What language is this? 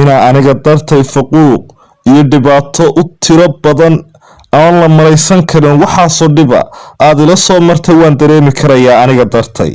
Somali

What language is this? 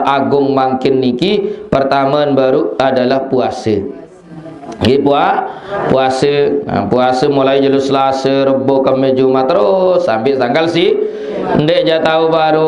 Sasak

